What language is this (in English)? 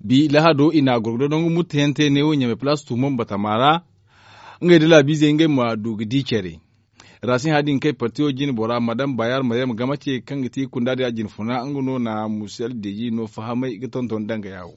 Zarma